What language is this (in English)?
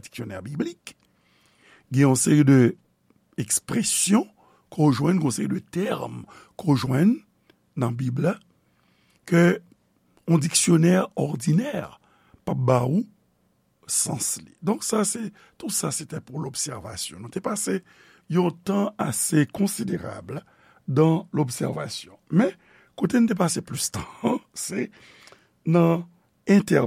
Haitian Creole